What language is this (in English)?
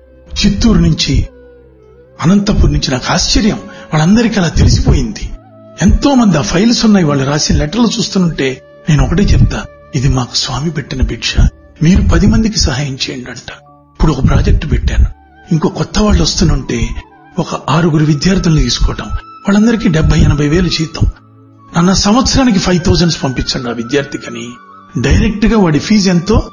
Telugu